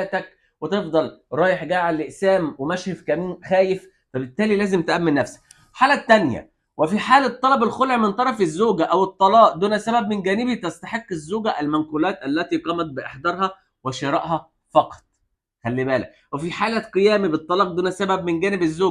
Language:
Egyptian Arabic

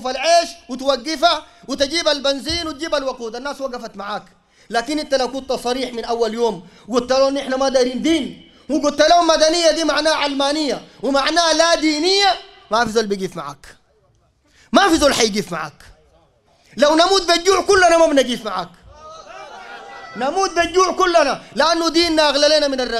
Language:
Sudanese Arabic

